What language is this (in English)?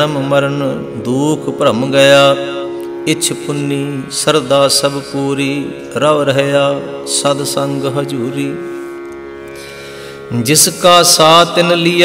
Punjabi